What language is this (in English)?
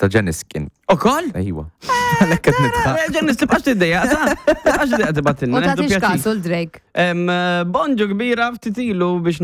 Maltese